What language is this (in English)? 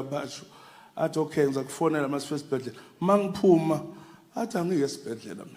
Zulu